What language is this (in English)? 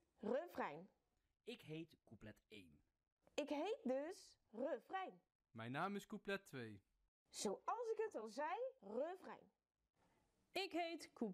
Dutch